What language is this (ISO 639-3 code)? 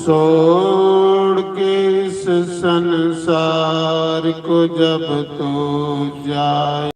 doi